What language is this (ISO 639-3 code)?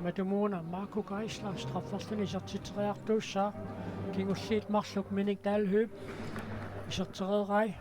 kal